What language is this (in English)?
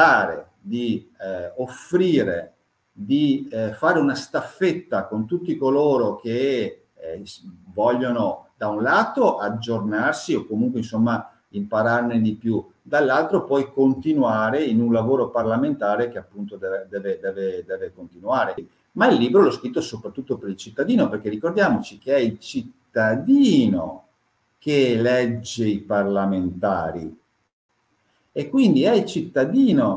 Italian